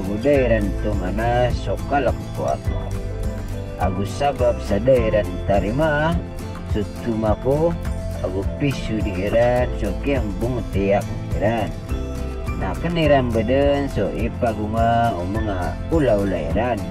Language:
Maranao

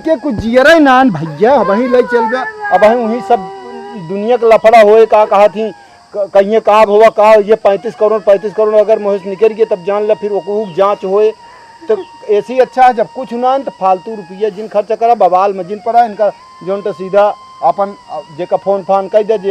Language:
Awadhi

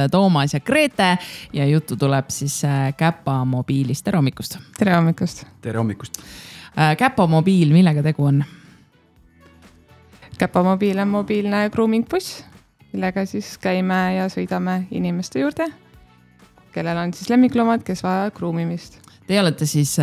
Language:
Estonian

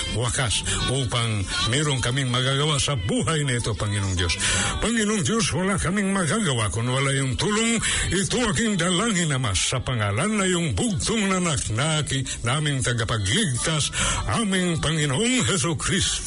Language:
Filipino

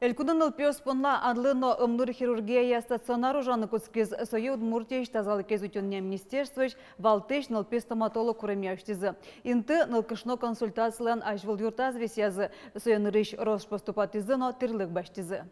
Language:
Udmurt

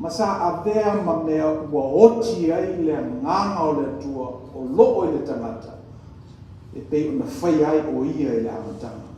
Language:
Samoan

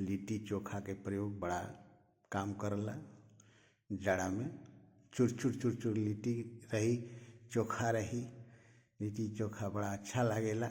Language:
Bhojpuri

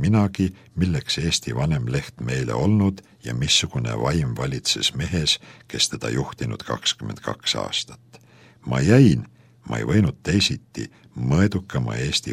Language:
Estonian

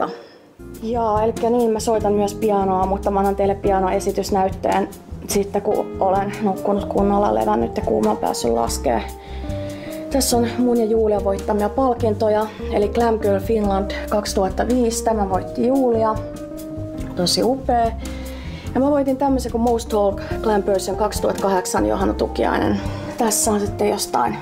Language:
Finnish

